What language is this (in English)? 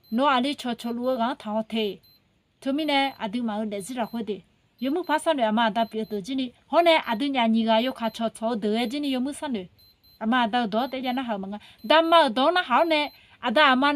Akha